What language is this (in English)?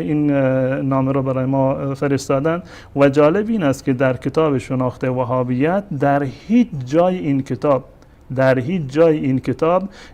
Persian